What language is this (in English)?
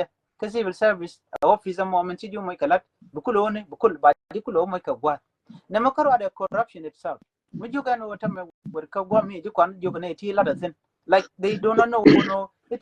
Nuer